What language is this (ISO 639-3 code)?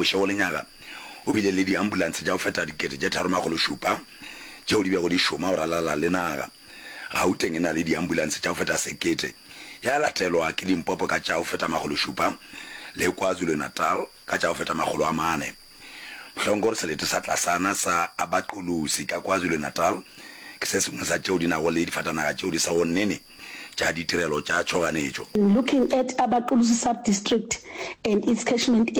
nso